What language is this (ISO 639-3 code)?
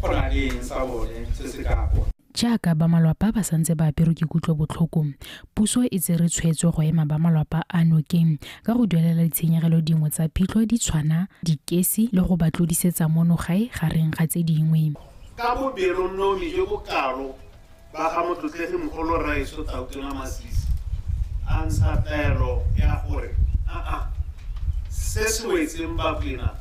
tsn